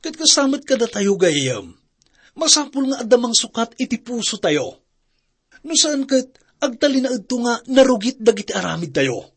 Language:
Iloko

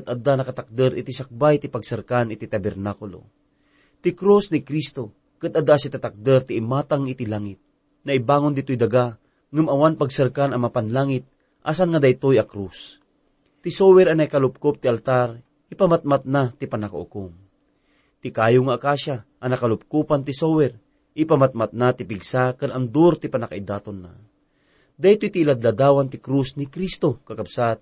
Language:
Iloko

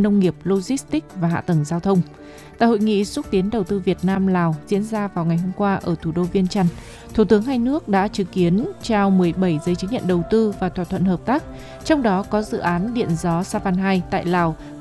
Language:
Vietnamese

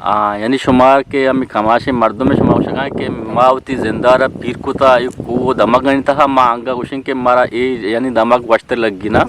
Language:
Eastern Balochi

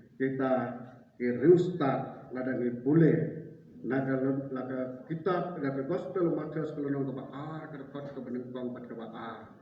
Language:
Khasi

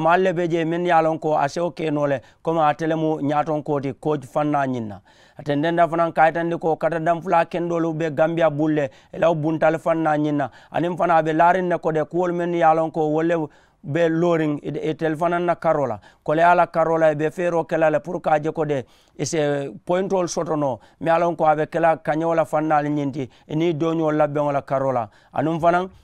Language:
Mandingo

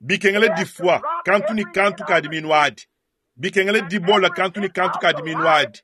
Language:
Luba-Lulua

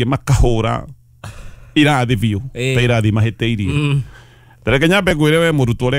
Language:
Kikuyu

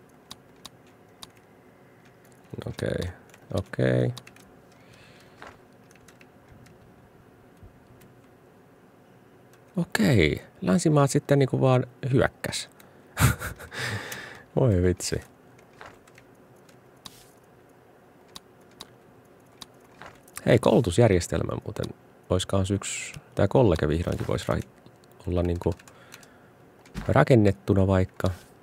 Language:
Finnish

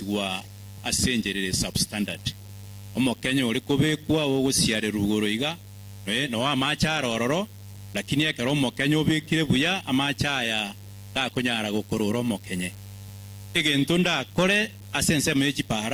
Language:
Gusii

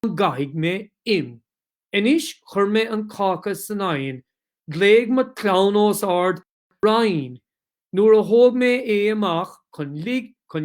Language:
Irish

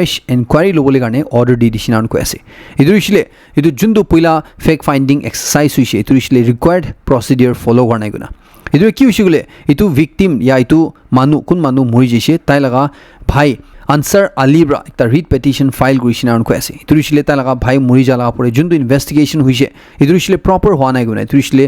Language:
Naga Pidgin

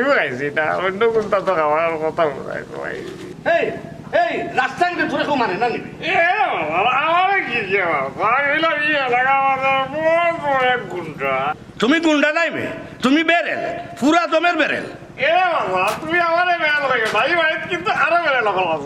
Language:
Sylheti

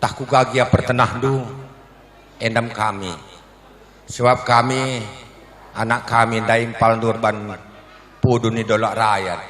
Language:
Batak Karo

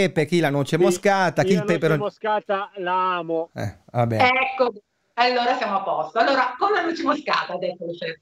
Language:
Italian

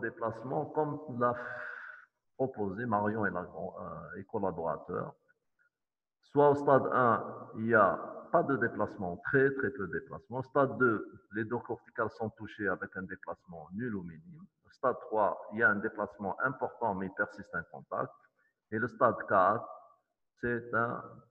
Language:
French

